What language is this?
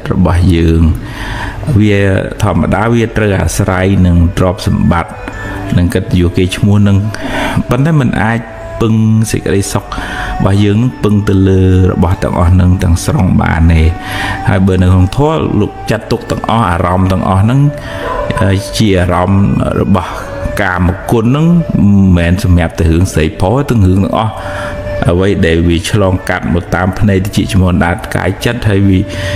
Khmer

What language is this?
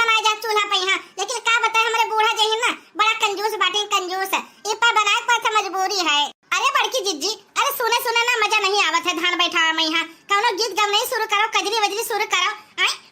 Awadhi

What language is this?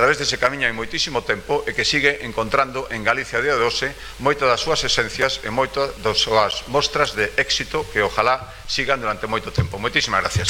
Galician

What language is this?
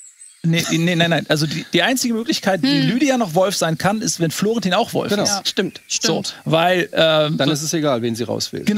German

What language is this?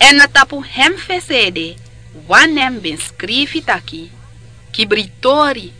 Sranan Tongo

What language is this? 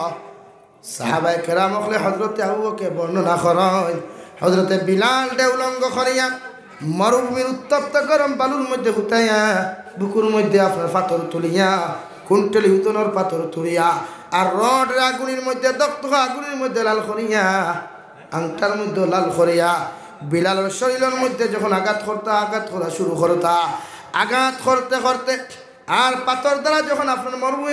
Sylheti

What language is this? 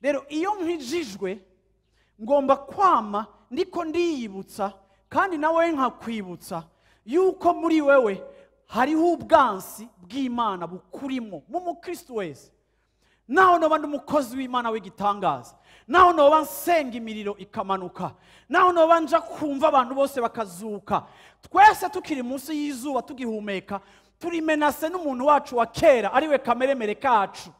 Rundi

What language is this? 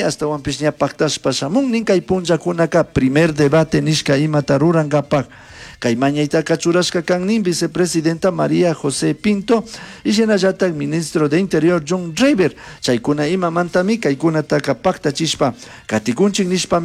Chimborazo Highland Quichua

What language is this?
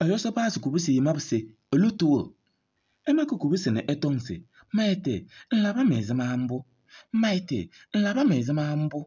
Kabiyè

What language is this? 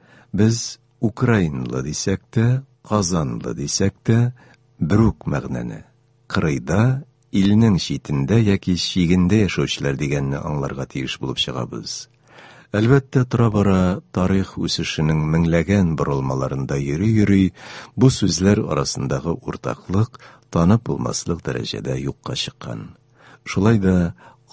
Tatar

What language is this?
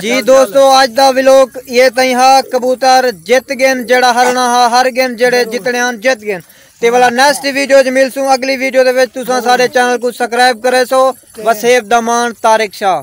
Saraiki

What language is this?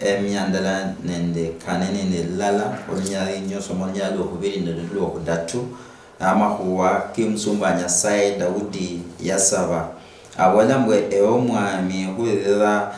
Luyia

